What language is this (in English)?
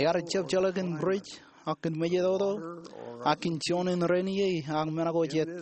Marshallese